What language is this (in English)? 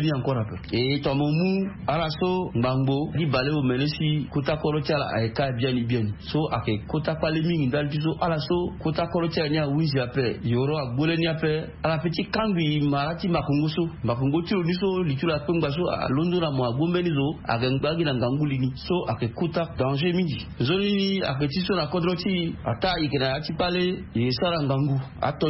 Sango